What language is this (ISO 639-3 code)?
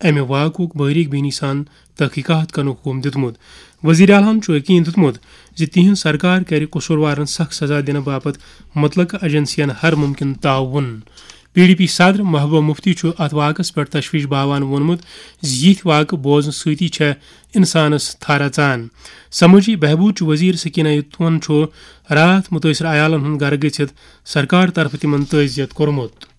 kas